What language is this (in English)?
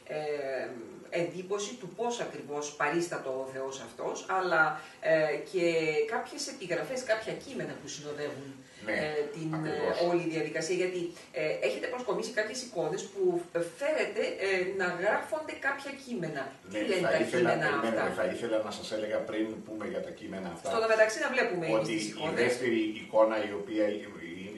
Greek